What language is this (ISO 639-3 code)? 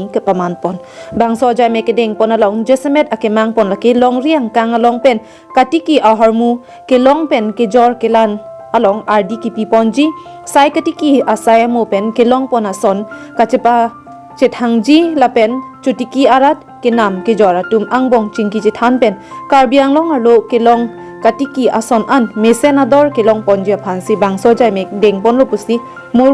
mjw